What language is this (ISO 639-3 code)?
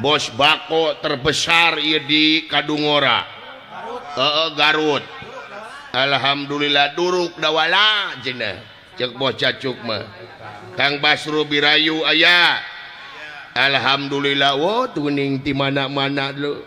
sun